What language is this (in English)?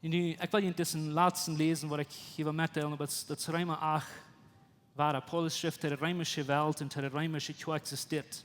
Plautdietsch